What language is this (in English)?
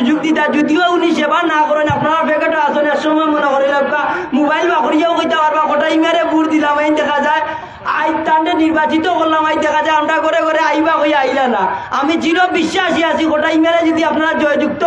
Sylheti